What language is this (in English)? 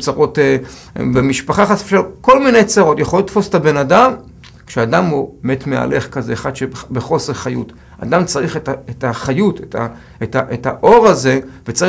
Hebrew